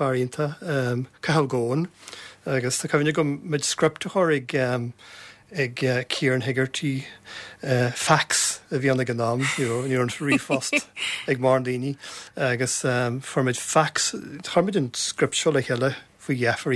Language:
Irish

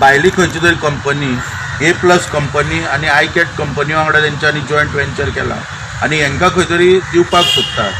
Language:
Konkani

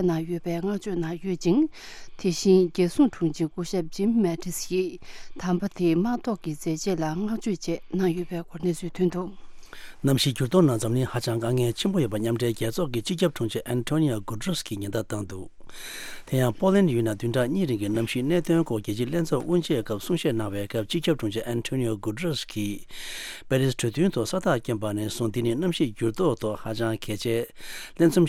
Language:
Tibetan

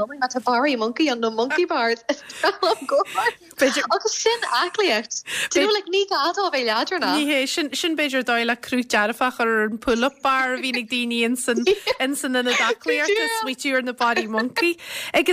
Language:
Irish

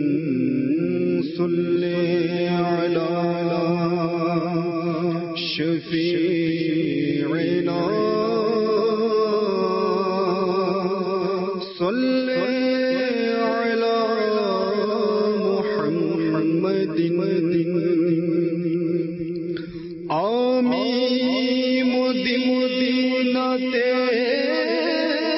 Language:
Bangla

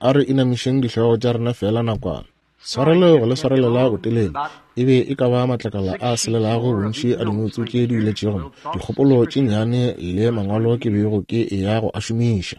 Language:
Northern Sotho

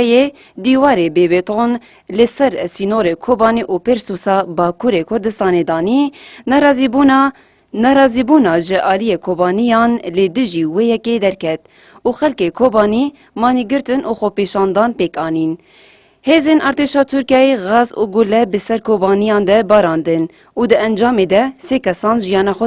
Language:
Kurdish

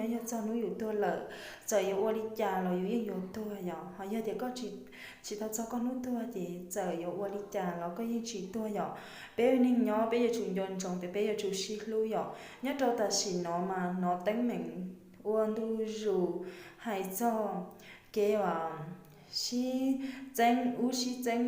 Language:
Hmong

